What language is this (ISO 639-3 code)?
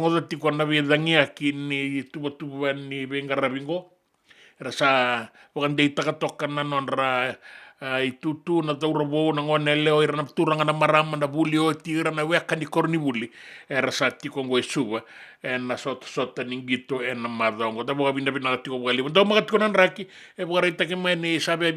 fij